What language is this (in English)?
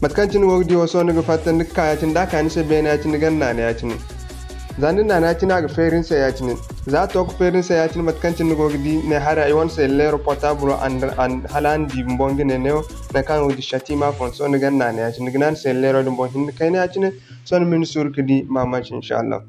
Zarma